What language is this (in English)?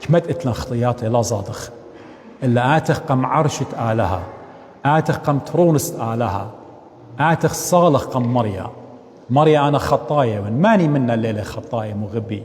Assyrian Neo-Aramaic